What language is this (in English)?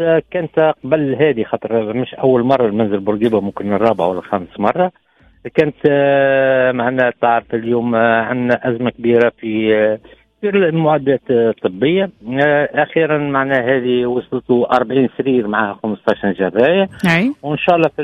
Tunisian Arabic